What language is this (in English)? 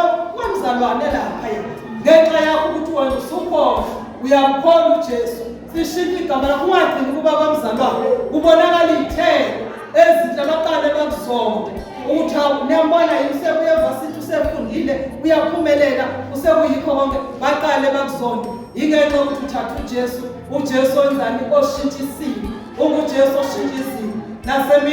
Zulu